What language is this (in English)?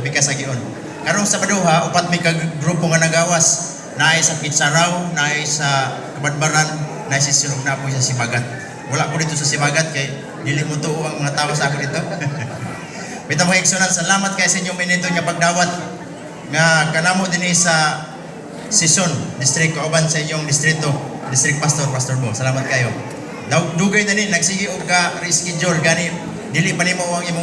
Cebuano